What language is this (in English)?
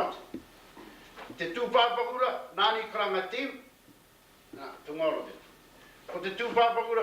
Māori